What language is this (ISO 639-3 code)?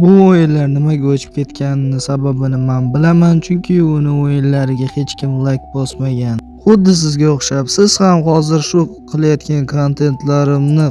uzb